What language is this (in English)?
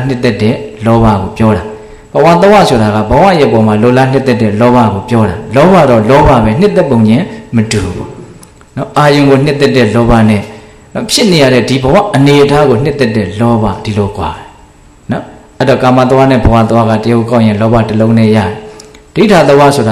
Burmese